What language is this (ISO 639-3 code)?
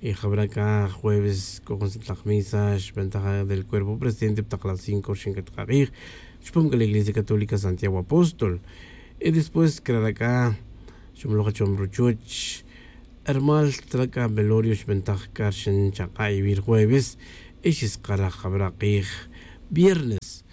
tzj